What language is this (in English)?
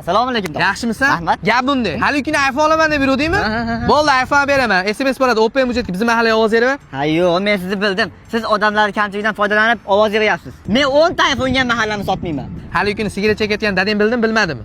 Uzbek